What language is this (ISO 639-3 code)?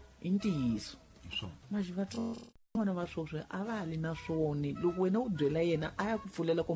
tso